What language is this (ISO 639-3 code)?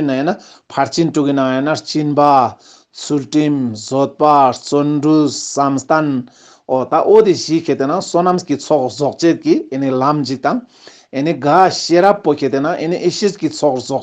lbj